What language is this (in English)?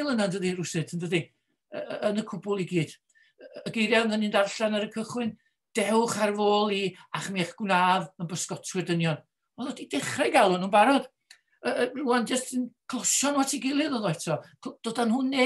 Welsh